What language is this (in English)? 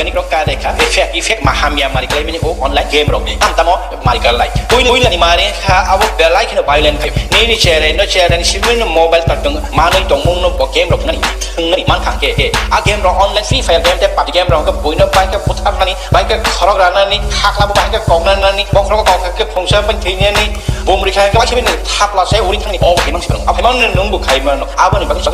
Kok Borok